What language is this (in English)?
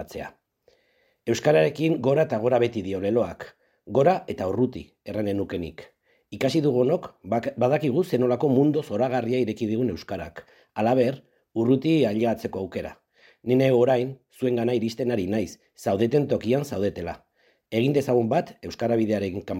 Basque